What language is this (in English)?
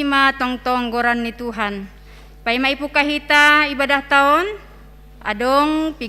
Batak Simalungun